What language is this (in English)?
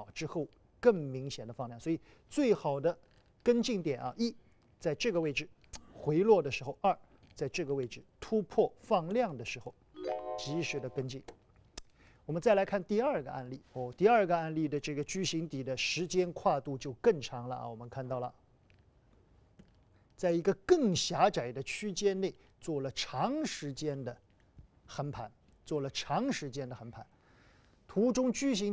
Chinese